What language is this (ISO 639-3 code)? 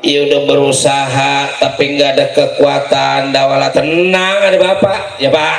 bew